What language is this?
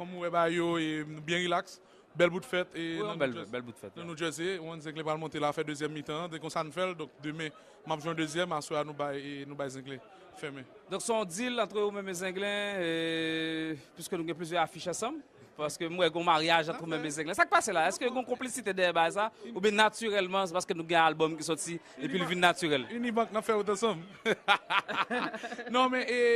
Haitian Creole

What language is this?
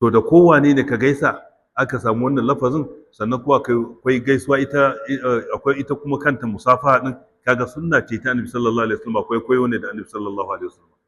Hausa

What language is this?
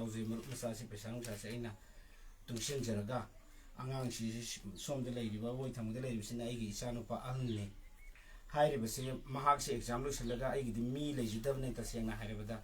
Manipuri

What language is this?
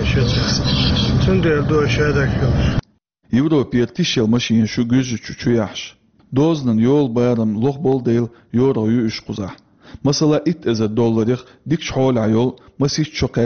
Chechen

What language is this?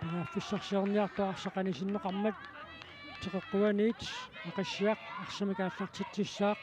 Kalaallisut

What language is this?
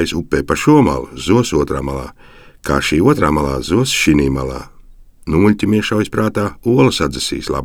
Latvian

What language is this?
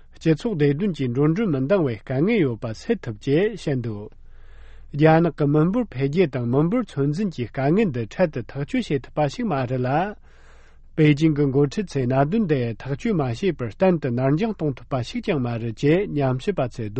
Latvian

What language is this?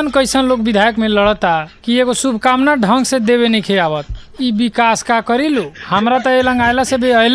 Bhojpuri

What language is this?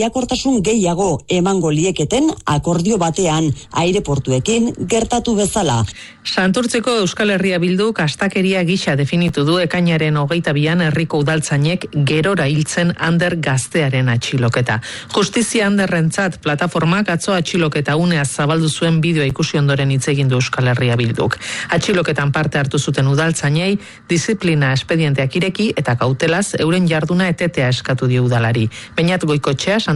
Basque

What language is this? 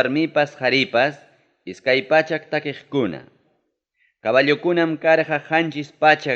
Ayacucho Quechua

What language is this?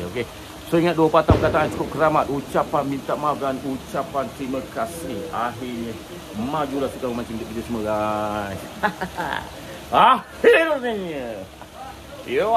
Malay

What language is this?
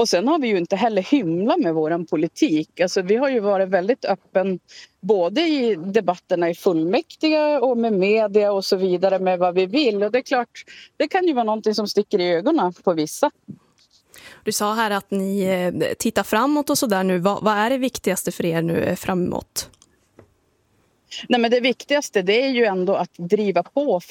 Swedish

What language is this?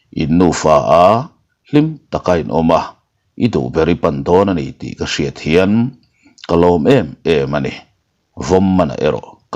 Mizo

